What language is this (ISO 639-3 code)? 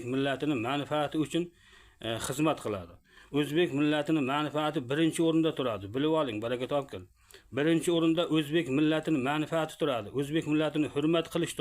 uzb